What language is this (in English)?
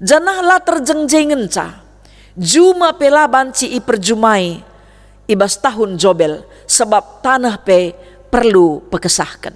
Batak Karo